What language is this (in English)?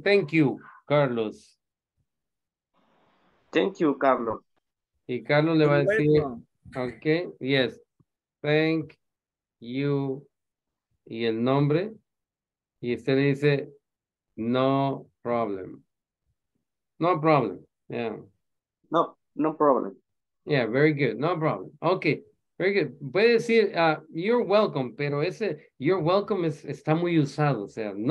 Spanish